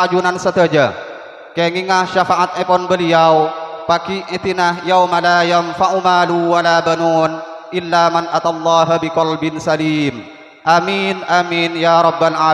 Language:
Madurese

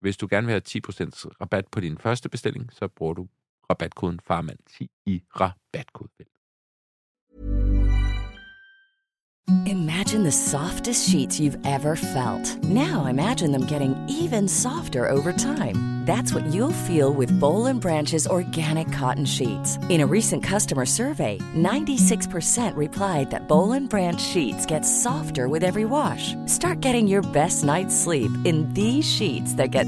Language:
Danish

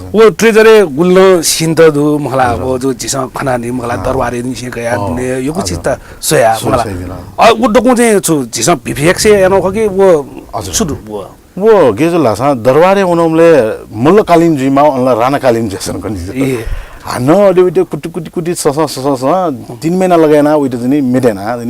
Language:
Newari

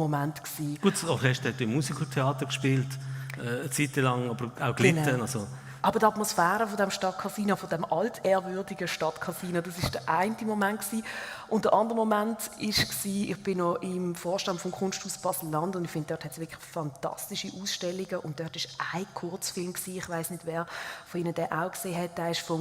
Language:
Swiss German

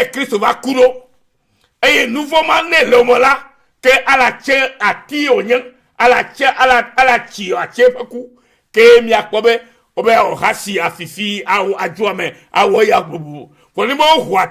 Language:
Ewe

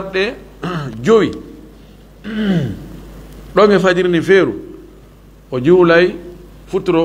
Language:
Fula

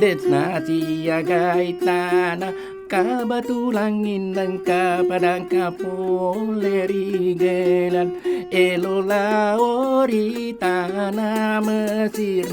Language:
Buginese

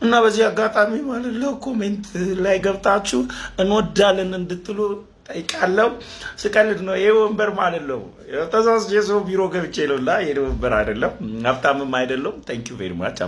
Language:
Amharic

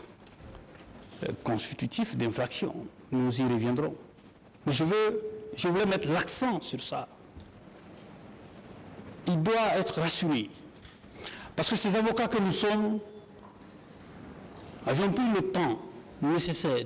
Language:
French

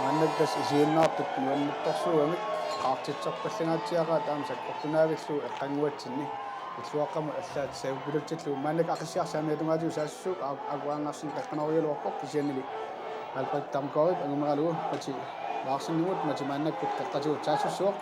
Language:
Kalaallisut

